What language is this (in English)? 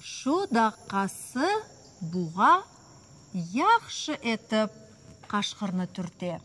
Crimean Tatar